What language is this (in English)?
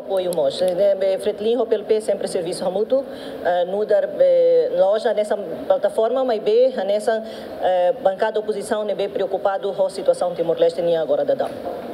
Tetum